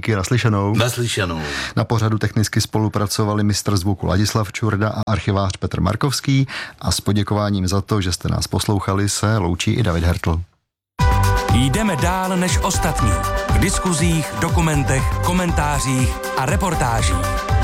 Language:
Czech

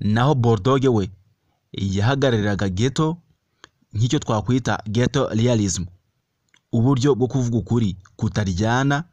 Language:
Kinyarwanda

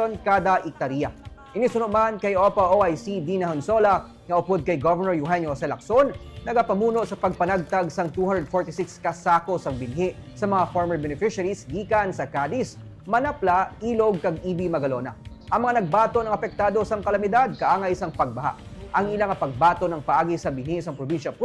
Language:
Hiligaynon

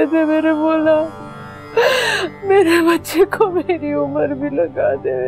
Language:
Hindi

